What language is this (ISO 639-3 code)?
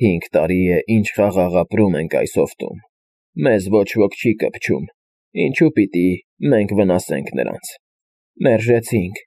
hye